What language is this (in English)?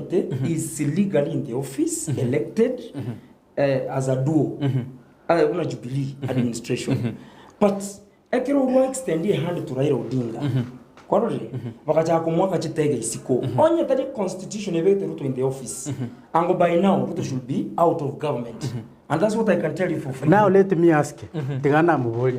Gusii